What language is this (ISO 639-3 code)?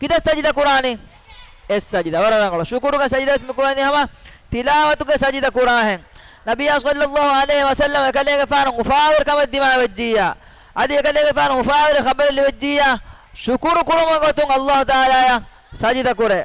div